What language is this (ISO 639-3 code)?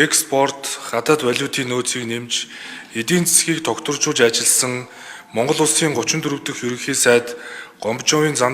mon